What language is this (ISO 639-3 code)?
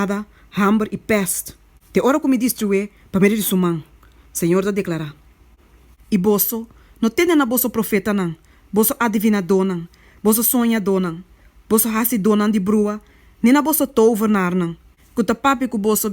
pap